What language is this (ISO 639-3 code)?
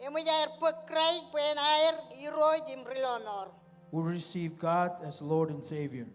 mah